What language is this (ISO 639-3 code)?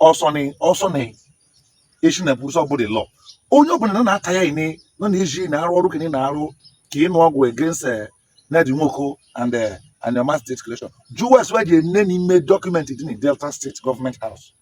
ibo